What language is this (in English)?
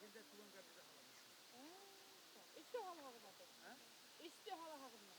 Bashkir